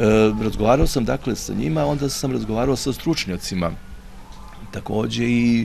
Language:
Serbian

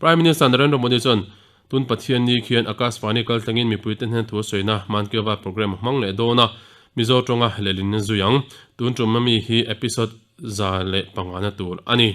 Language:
Mizo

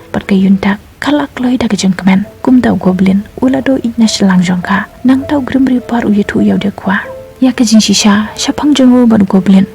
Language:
Khasi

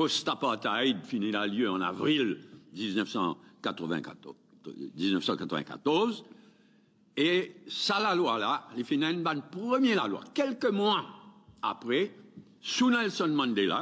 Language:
Morisyen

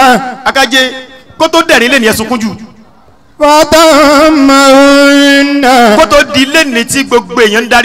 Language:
Yoruba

